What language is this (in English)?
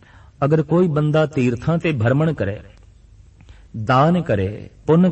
Punjabi